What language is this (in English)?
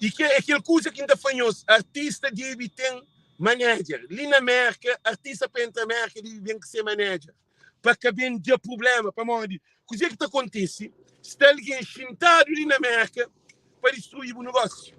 Kabuverdianu